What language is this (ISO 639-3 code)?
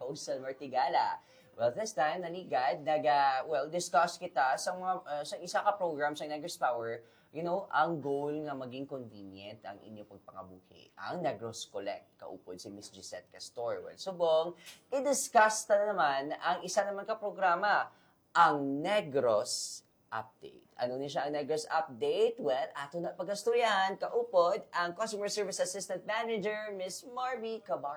hil